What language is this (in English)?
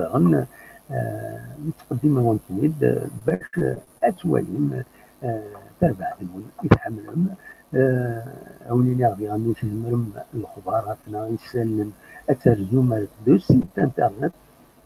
Kabyle